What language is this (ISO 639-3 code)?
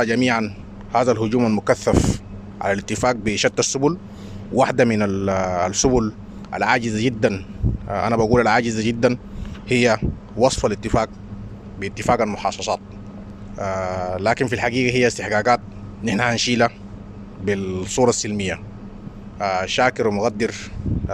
apd